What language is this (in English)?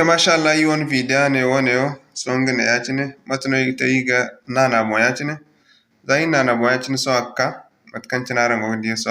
Zarma